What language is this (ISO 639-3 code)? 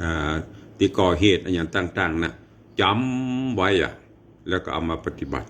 nod